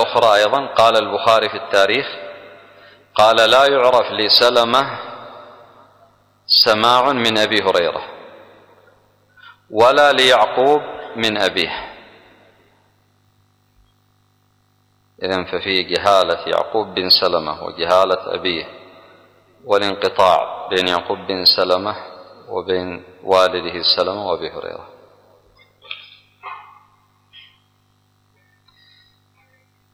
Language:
Arabic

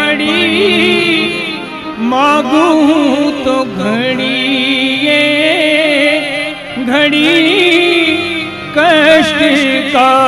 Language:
Gujarati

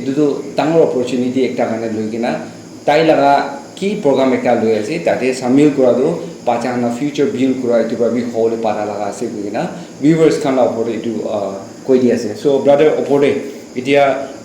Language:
Naga Pidgin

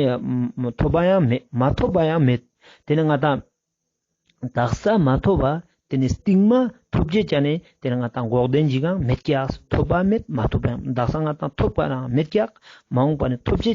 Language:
Ladakhi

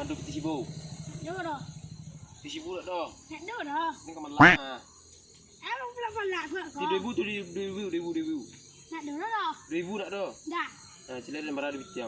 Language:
Minangkabau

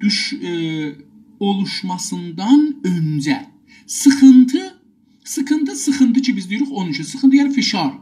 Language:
South Azerbaijani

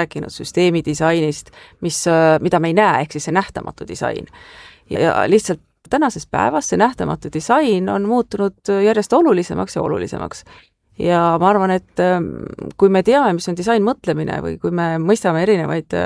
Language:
Estonian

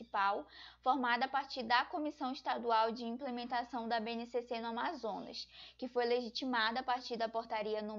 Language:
Portuguese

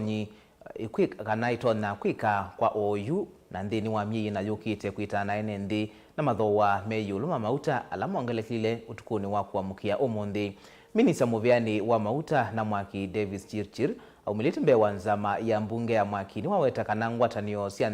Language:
Kamba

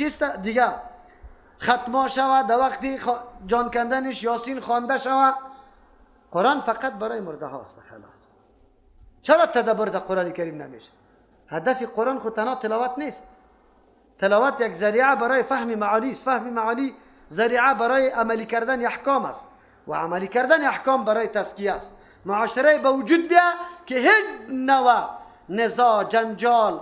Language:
Persian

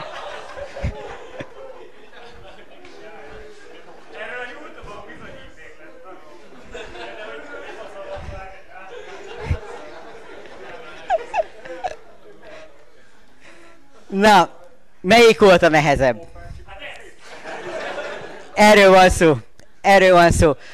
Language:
Hungarian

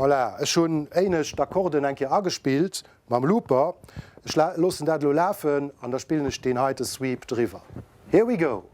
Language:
Luxembourgish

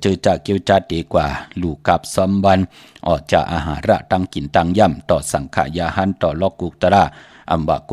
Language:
Shan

